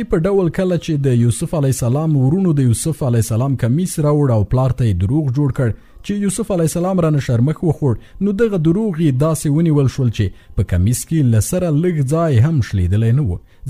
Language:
Pashto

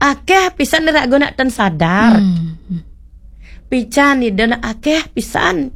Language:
Balinese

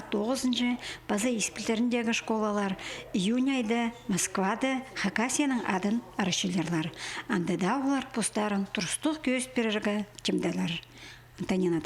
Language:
Khakas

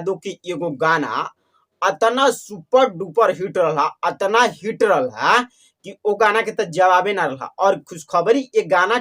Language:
Bhojpuri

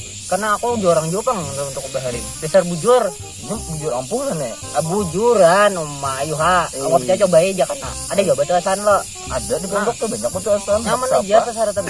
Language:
Banjar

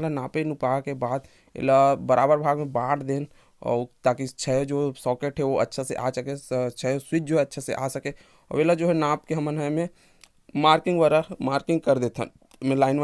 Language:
Chhattisgarhi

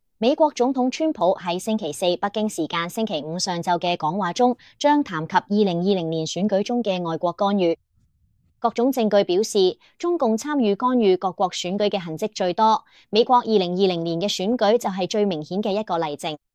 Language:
Cantonese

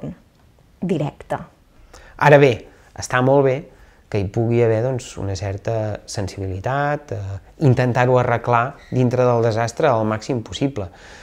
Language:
Catalan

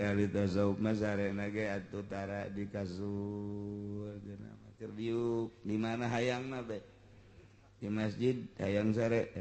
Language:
Sundanese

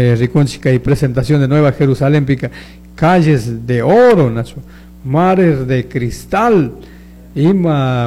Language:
Chimborazo Highland Quichua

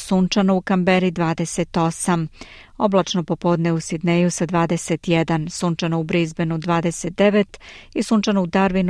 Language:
Serbian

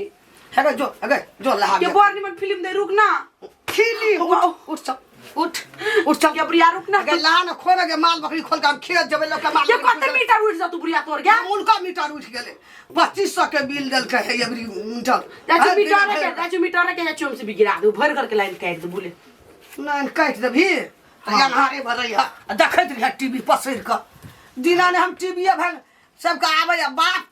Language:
Maithili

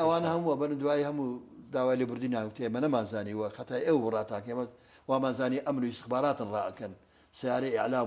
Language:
Central Kurdish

